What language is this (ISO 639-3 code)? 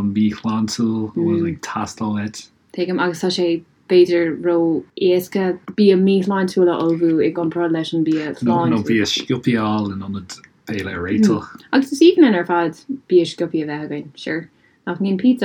gle